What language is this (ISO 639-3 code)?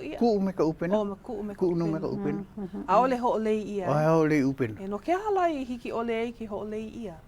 haw